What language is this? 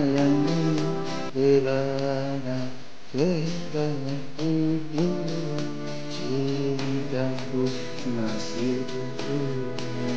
Malay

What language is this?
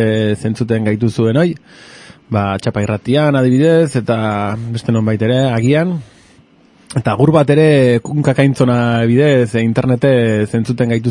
Basque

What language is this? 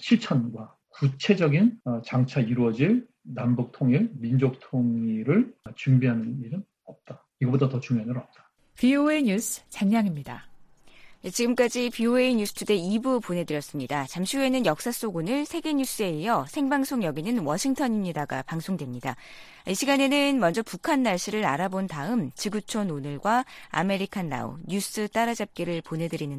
Korean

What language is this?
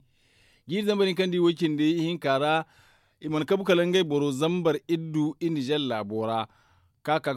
Zarma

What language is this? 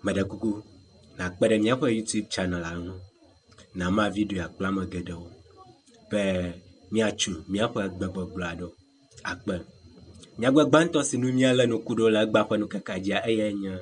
Ewe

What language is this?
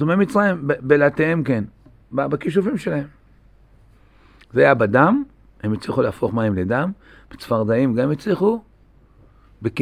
Hebrew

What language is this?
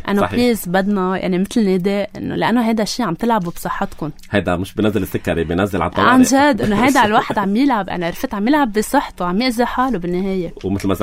North Levantine Arabic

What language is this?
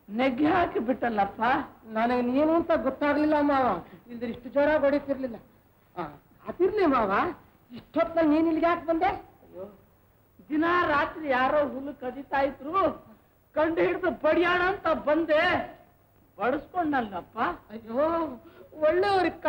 Kannada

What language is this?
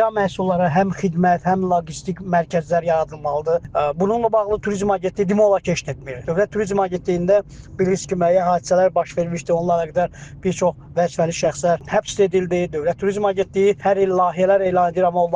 Azerbaijani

